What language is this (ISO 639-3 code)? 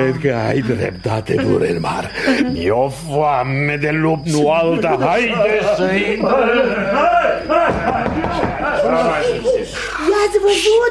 ron